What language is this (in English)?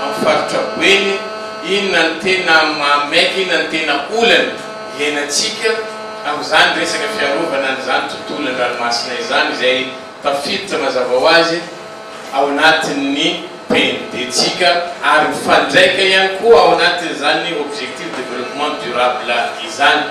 Malagasy